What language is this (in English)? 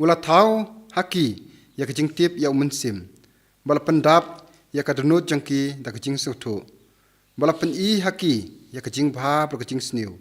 Khasi